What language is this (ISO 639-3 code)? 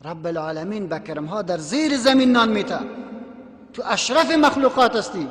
tgk